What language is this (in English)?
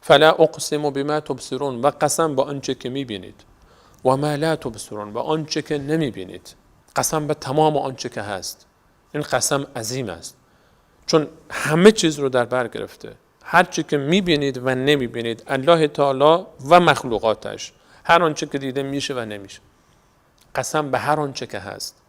Persian